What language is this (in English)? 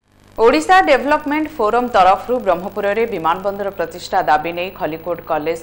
Odia